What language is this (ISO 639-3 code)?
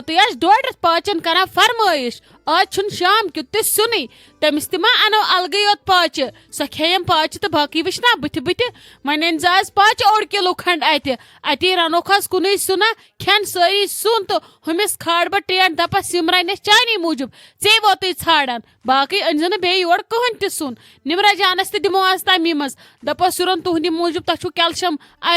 kas